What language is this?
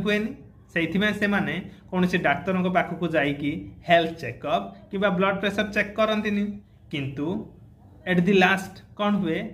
Odia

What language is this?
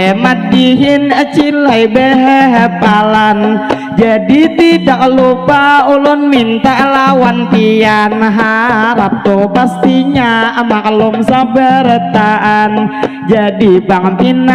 Banjar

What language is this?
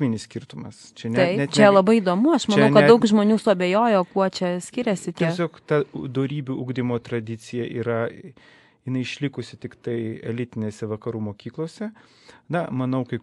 Lithuanian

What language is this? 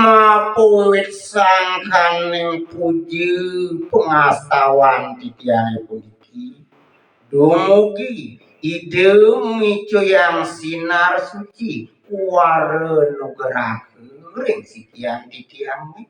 Balinese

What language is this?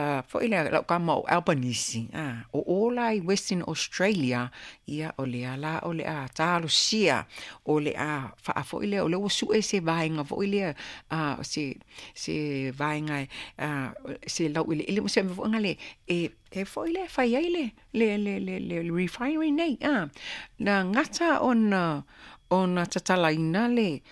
Samoan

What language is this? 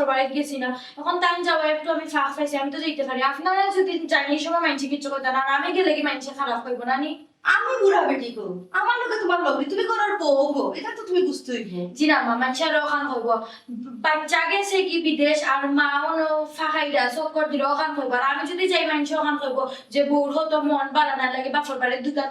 Sylheti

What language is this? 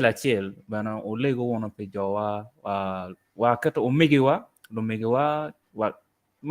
Acoli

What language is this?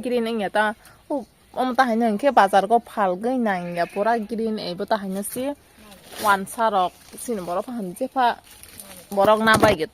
Kok Borok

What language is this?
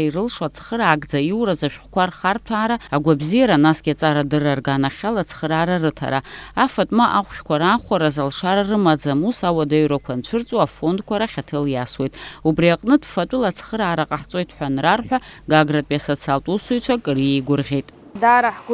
Abkhazian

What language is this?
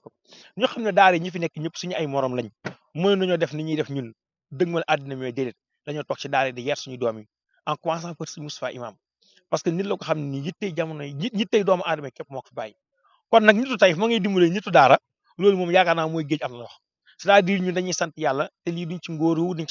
Wolof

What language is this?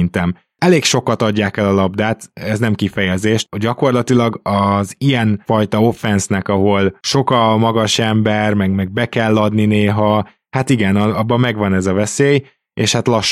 Hungarian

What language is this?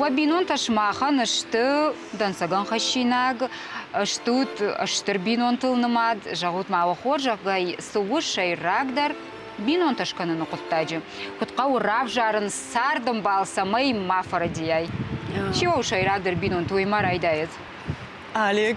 Ossetic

